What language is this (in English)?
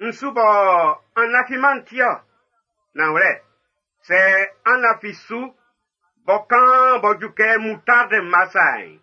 Baoulé